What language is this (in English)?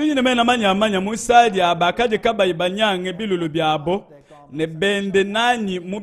Luba-Lulua